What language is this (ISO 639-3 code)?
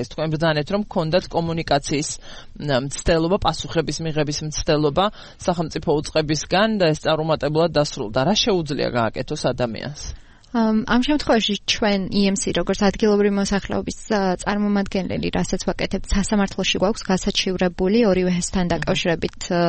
kat